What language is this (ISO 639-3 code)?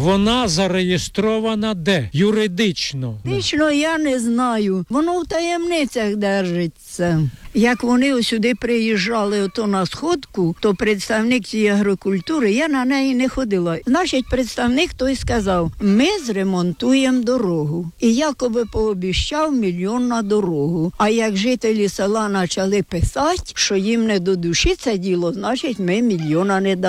ukr